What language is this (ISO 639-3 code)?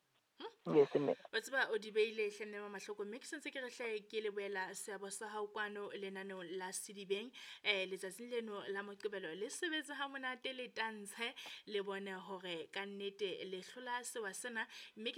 sot